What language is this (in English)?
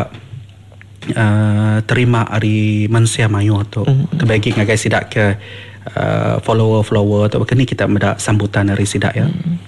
Iban